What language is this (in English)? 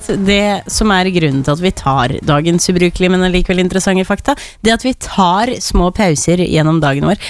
Norwegian